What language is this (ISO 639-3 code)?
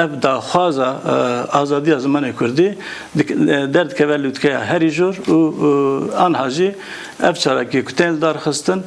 kur